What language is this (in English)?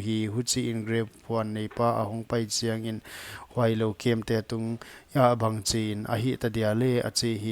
Paite Chin